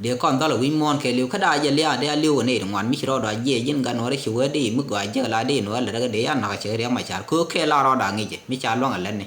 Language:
Nuer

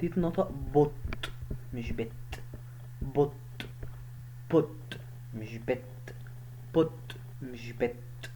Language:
Egyptian Arabic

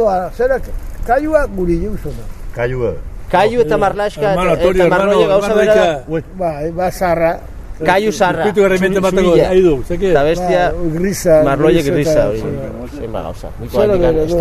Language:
Basque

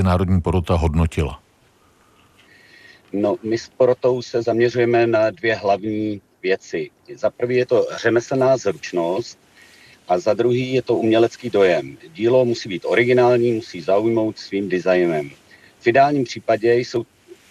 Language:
Czech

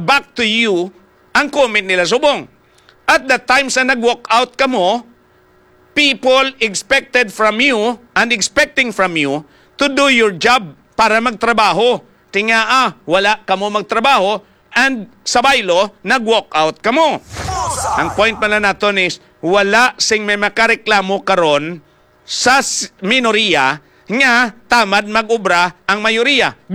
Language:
Hiligaynon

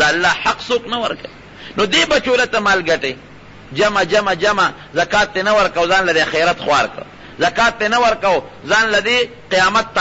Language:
Pashto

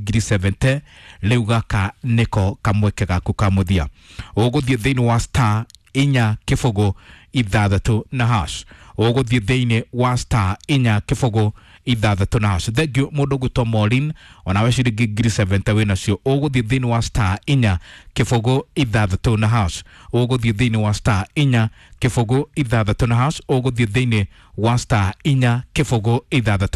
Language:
Kikuyu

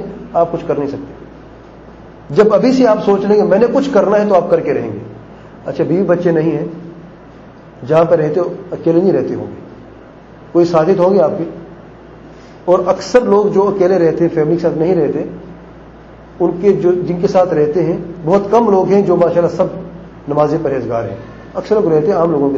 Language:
Urdu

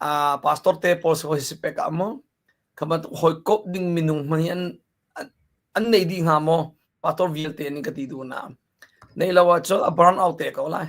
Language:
Hakha Chin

